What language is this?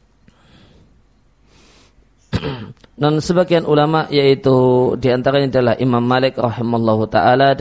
Indonesian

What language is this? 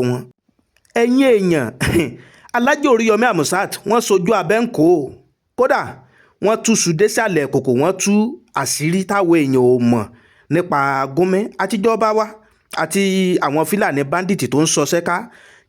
Yoruba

